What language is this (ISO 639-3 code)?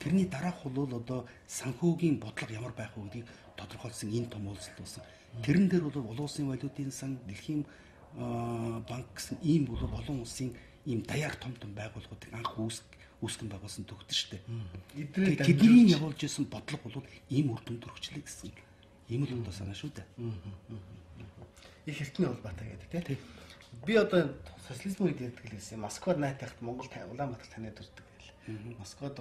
mon